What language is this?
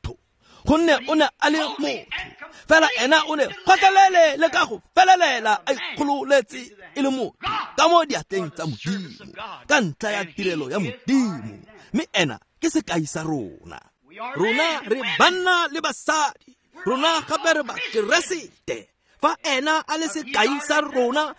Tswana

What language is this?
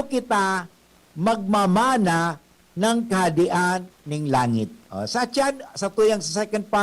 Bikol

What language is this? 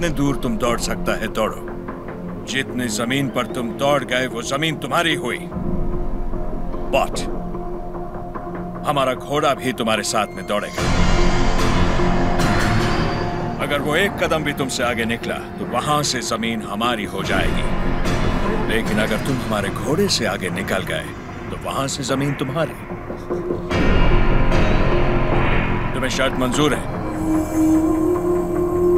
Hindi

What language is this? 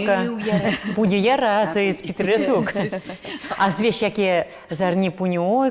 Udmurt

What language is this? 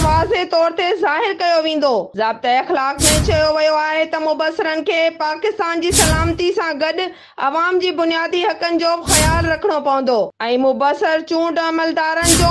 Sindhi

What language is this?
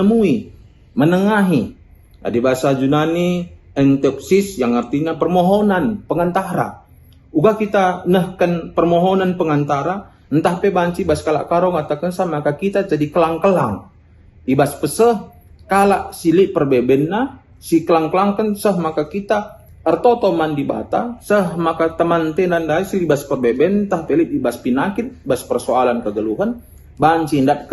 Batak Karo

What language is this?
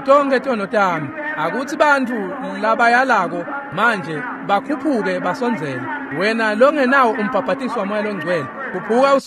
Swati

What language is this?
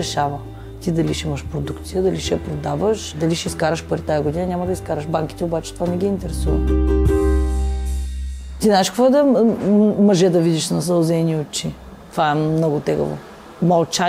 Bulgarian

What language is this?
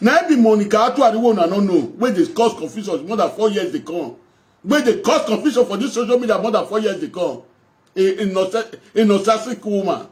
Nigerian Pidgin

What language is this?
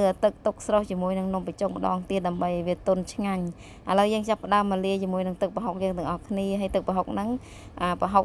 Khmer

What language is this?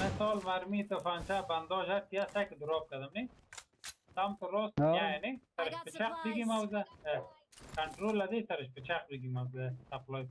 Persian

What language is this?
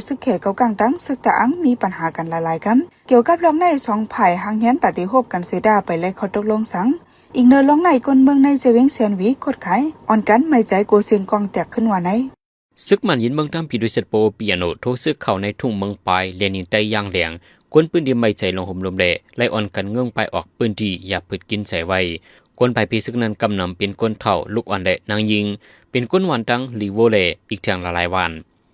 Shan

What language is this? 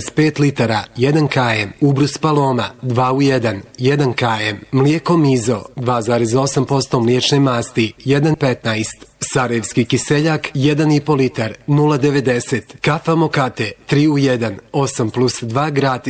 Bosnian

